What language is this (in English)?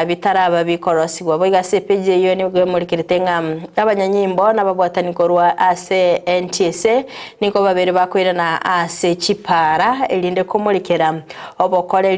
Gusii